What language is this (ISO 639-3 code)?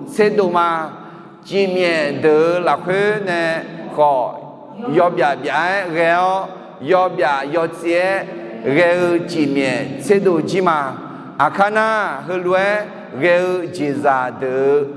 ahk